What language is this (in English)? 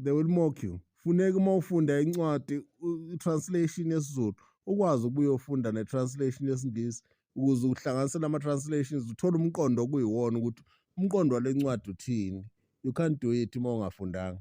Zulu